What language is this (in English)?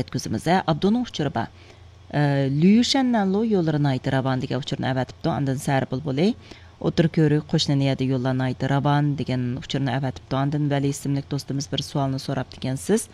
Uyghur